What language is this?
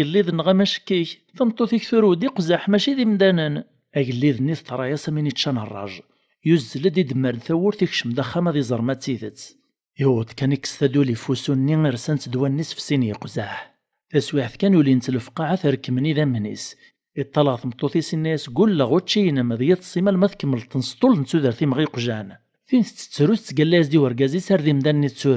Kabyle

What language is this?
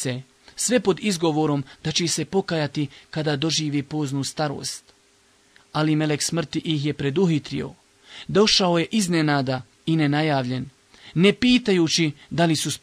Bosnian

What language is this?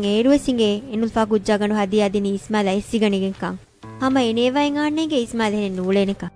Divehi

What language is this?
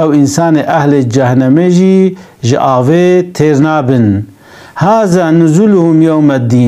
Kurdish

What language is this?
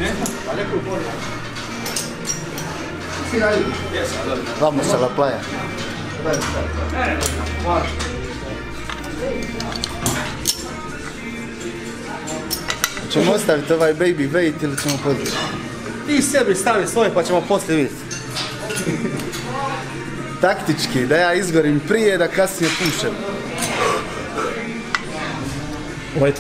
Croatian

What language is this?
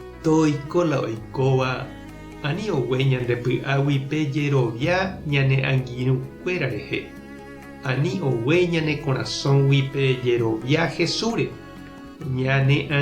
Guarani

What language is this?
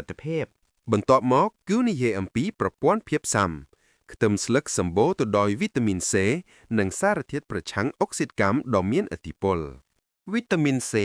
Khmer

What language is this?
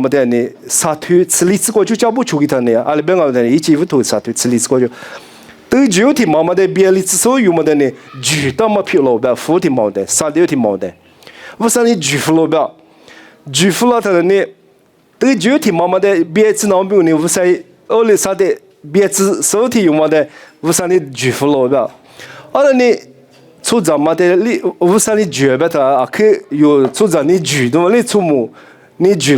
Lisu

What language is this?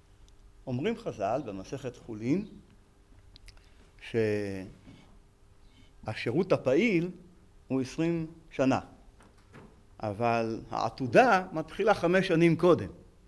Hebrew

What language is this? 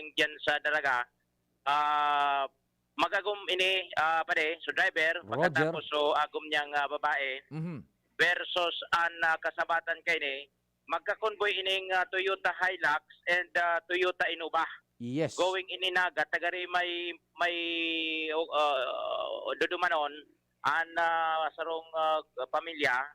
Bikol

